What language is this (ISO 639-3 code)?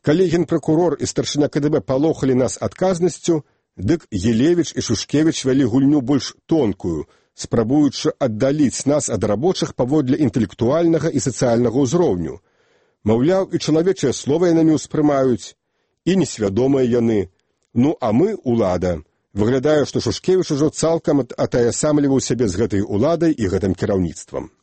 bel